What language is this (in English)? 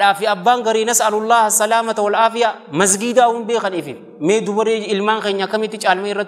Oromo